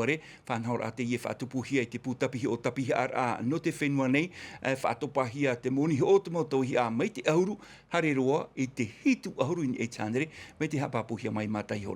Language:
Tahitian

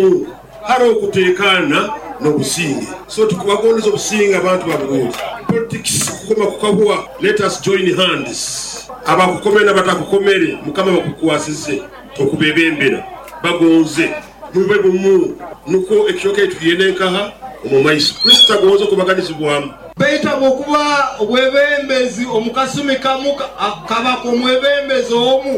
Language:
Nyoro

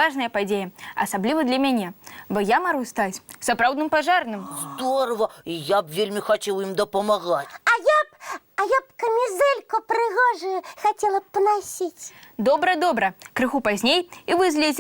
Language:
Belarusian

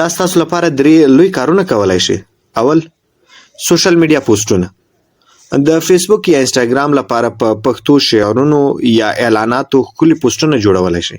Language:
Pashto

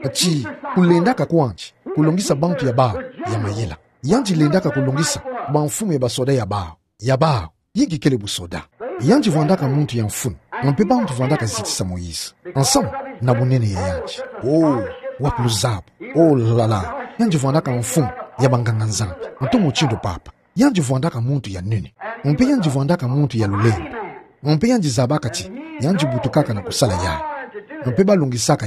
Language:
Kituba (Democratic Republic of Congo)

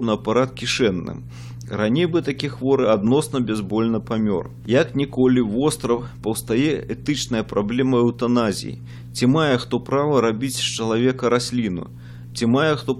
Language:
Belarusian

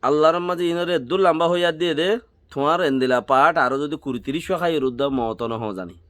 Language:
Rohingya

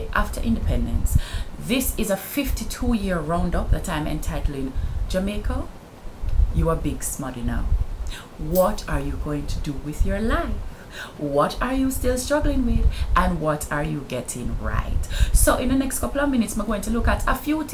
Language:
Jamaican Creole English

